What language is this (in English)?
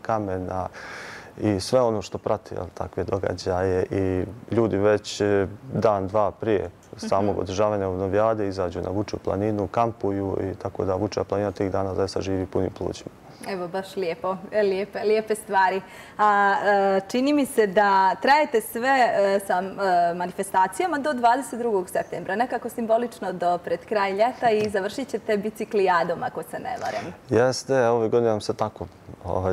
Bosnian